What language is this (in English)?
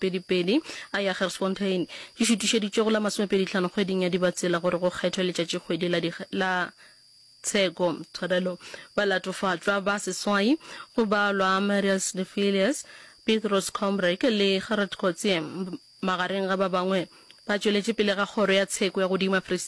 Northern Sotho